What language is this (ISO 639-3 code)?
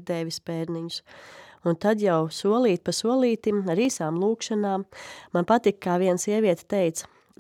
lav